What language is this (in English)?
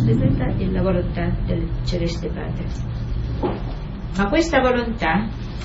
Italian